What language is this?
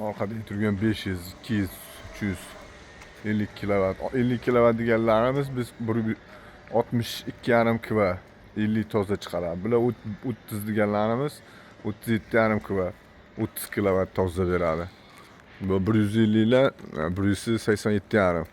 Uzbek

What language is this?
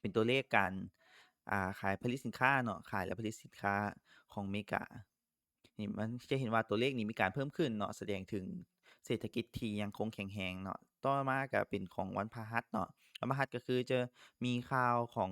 Lao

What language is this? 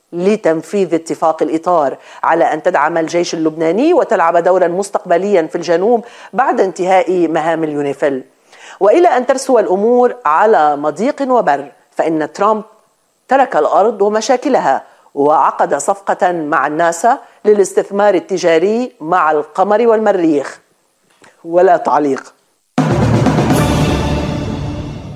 Arabic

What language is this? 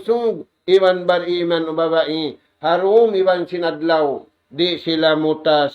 Tausug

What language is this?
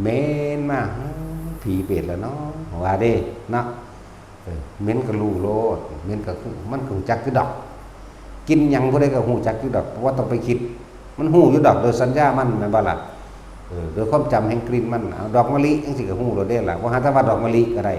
Northeastern Thai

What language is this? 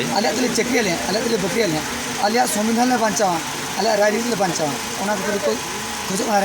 Santali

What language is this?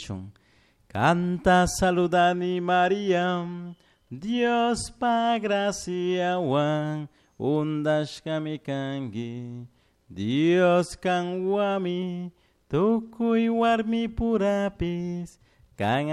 Chimborazo Highland Quichua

